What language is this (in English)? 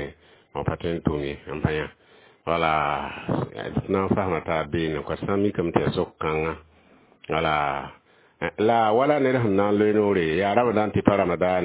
Mossi